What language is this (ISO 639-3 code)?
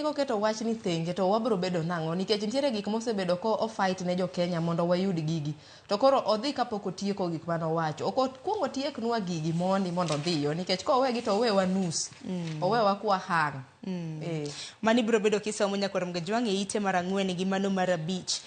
luo